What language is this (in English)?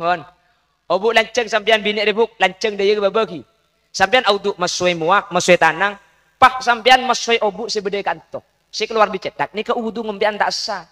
Madurese